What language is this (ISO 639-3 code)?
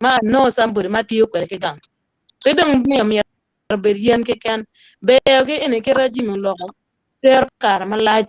ach